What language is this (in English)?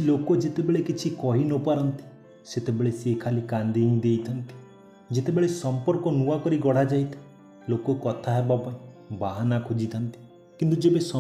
Odia